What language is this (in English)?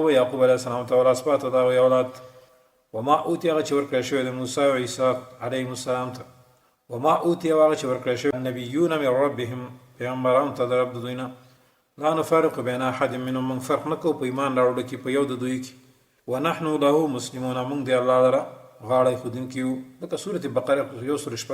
Pashto